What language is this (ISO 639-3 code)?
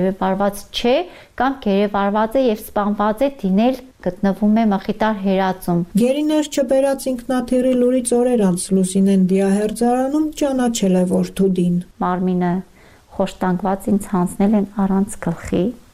hye